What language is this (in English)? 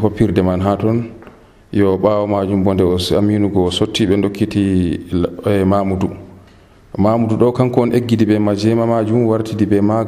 Nigerian Fulfulde